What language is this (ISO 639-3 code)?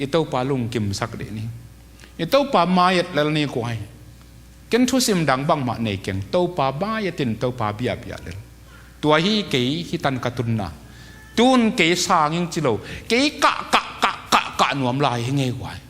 ctd